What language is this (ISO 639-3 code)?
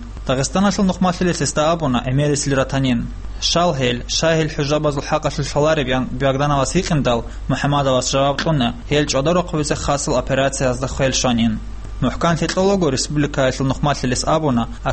ava